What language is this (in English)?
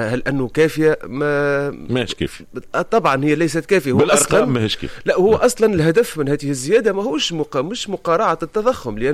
Tunisian Arabic